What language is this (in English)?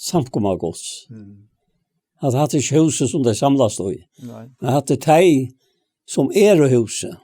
Faroese